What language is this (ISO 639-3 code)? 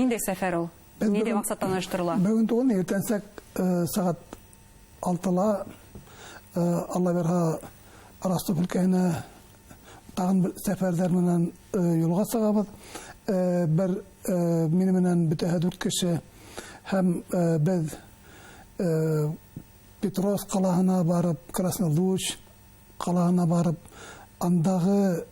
bak